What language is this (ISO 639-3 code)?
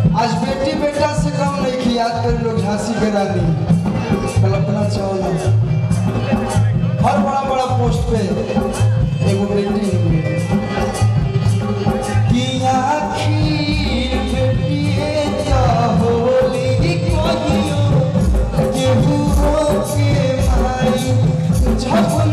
bho